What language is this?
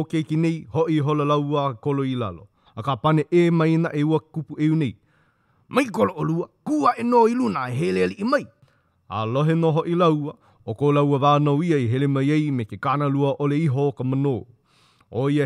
Hawaiian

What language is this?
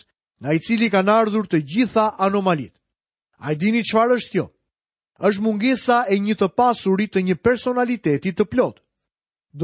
Albanian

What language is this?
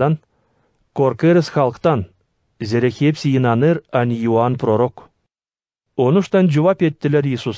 Gagauz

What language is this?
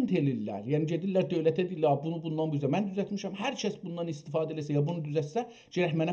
South Azerbaijani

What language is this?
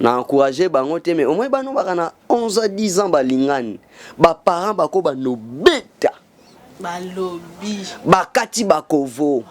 Lingala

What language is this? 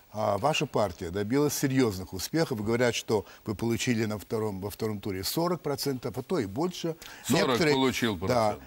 Russian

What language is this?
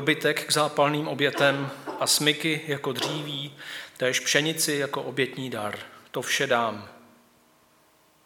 Czech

